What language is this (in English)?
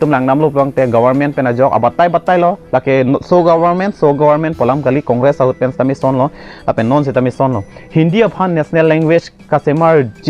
Karbi